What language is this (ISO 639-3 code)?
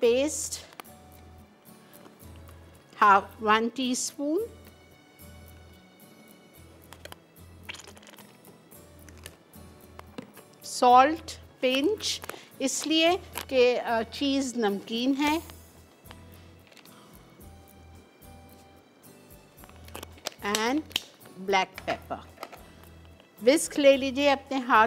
hin